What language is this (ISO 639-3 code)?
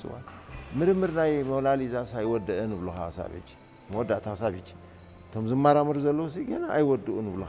tir